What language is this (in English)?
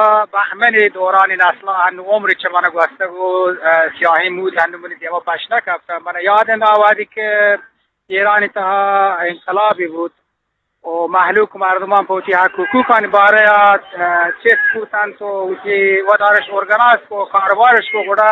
Eastern Balochi